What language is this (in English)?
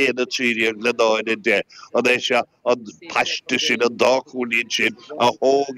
Irish